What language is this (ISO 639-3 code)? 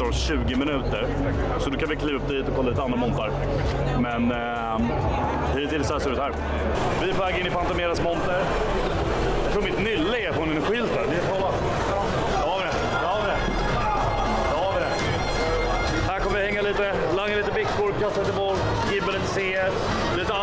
swe